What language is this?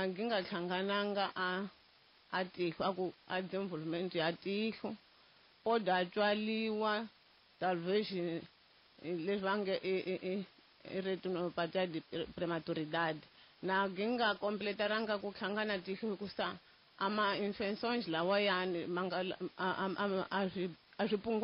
Tsonga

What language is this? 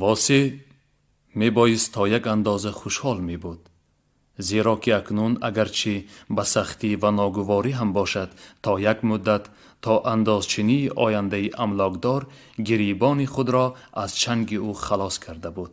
Tajik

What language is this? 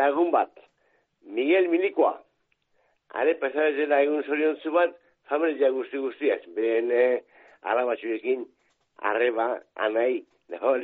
Basque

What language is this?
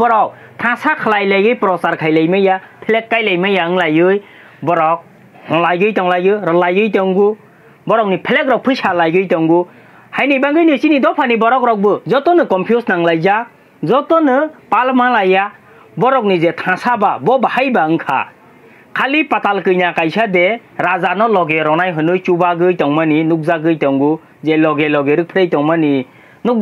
Kok Borok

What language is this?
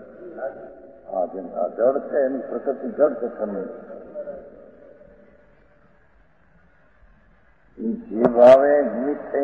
Gujarati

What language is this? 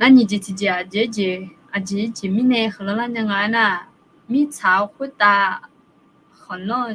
Akha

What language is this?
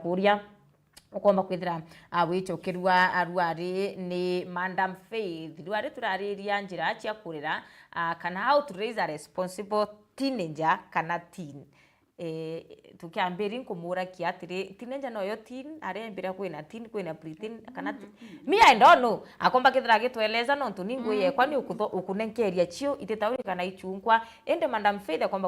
Meru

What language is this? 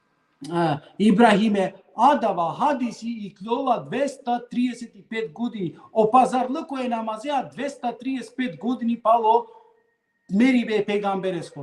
Balkan Romani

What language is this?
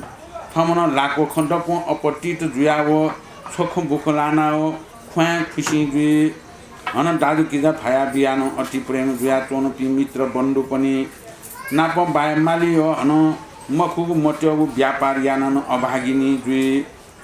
Newari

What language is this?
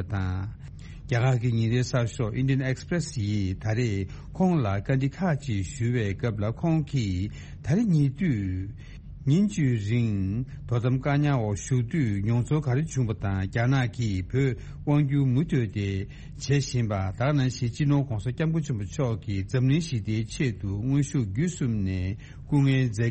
Tibetan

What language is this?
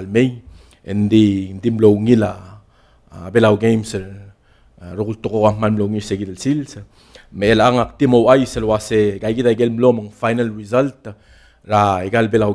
Palauan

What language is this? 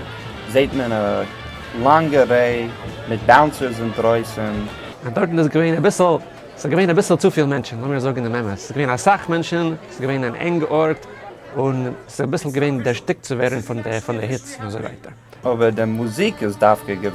Yiddish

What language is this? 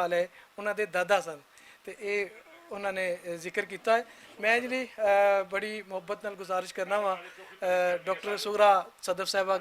Western Panjabi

